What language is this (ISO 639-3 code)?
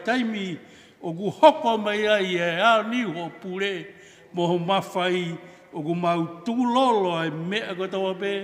ton